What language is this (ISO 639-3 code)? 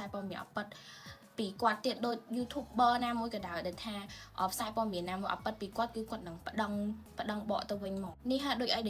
khm